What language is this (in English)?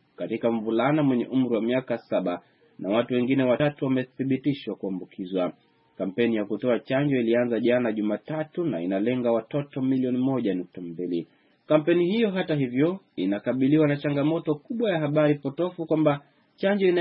Swahili